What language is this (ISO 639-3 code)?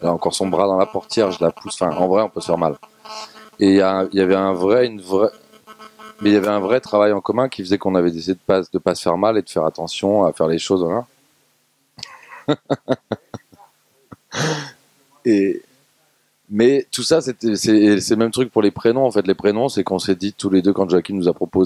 fra